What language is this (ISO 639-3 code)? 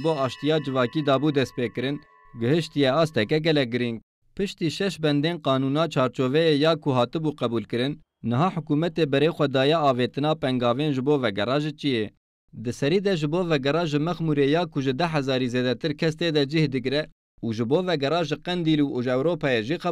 kur